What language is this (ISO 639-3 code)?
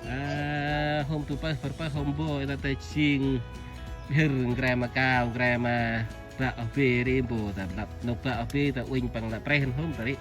cmo